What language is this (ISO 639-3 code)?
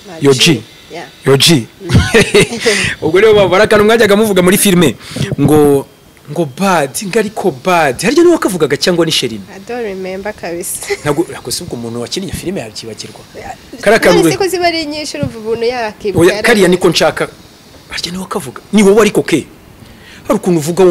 kin